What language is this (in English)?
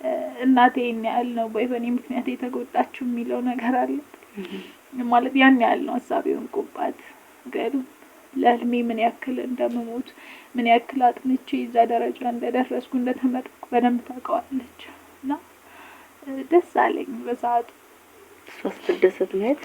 Amharic